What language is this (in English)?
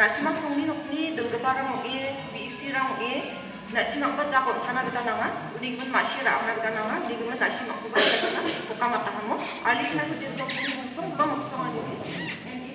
Garo